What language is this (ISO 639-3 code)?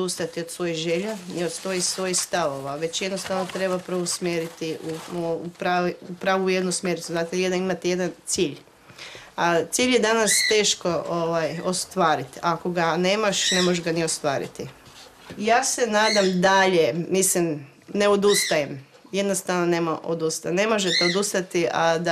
hrv